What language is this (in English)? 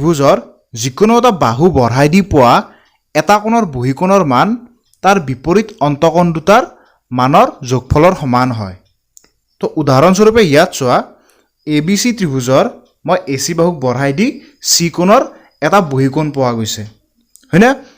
Assamese